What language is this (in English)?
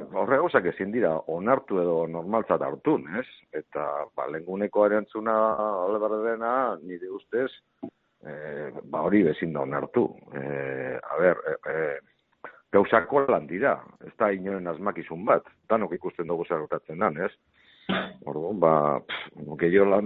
Basque